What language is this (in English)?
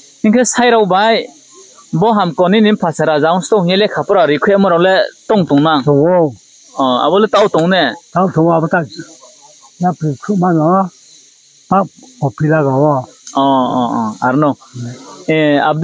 Riang (India)